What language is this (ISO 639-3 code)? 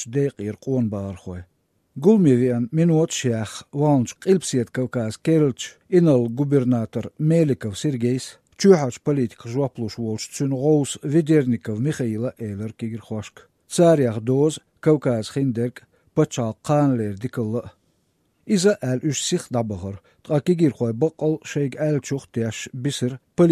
che